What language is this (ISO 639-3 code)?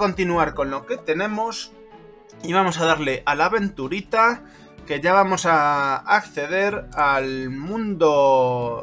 spa